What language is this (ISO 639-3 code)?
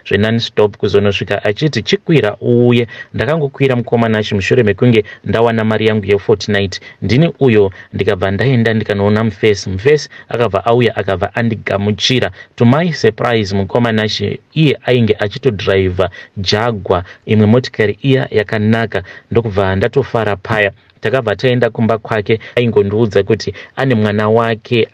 sna